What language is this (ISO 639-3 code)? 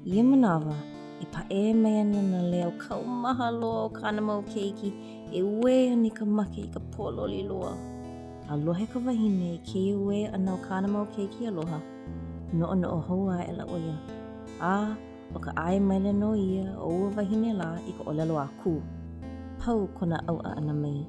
haw